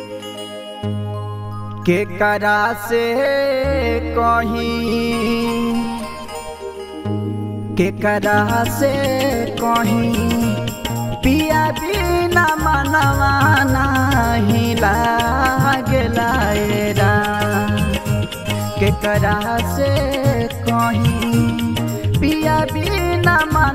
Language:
Bhojpuri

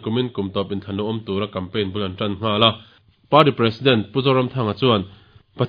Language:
Mizo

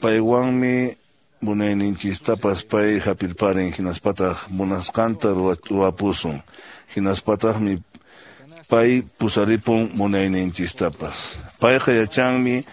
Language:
Quechua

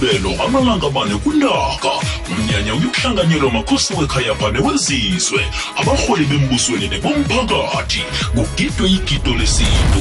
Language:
South Ndebele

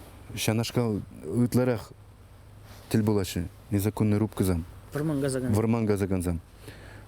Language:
Chuvash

